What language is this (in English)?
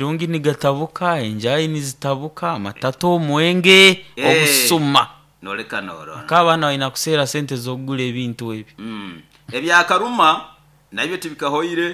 Nyoro